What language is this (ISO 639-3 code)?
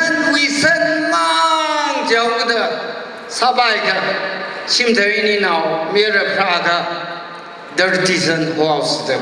nmf